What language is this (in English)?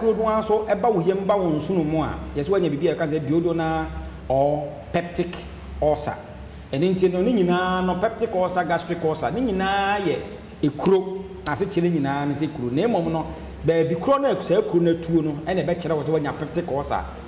Akan